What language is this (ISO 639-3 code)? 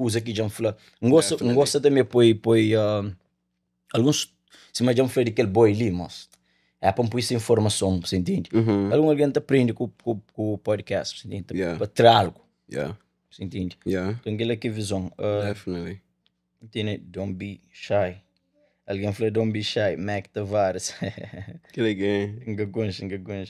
kea